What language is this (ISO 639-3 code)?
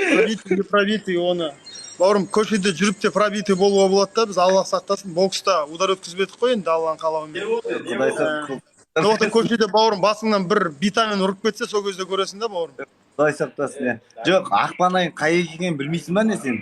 kaz